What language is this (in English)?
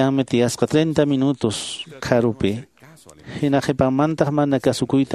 Quechua